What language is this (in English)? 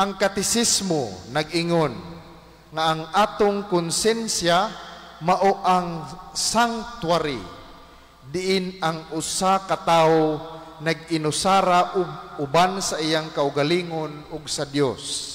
Cebuano